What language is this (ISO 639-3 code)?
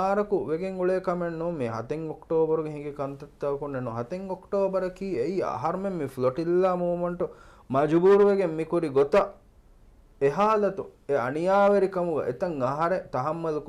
div